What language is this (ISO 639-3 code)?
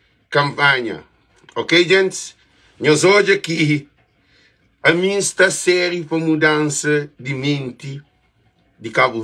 kea